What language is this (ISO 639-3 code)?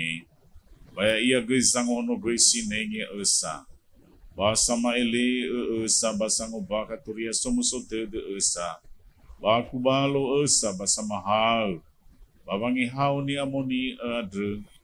nia